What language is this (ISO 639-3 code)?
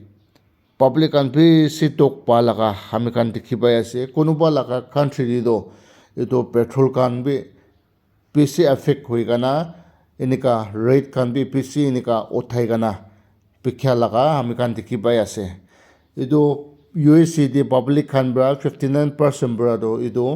nag